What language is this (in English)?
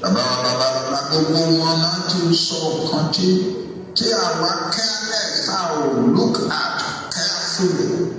Yoruba